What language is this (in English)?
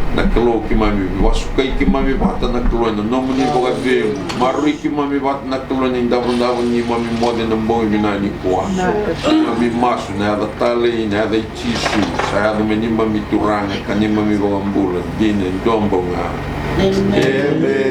Fijian